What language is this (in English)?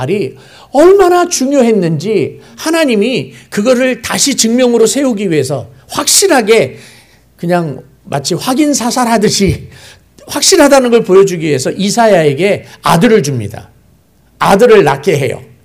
Korean